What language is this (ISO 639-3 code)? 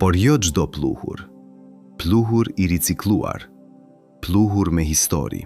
sqi